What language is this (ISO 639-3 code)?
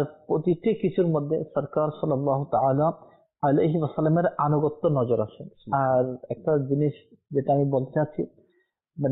ben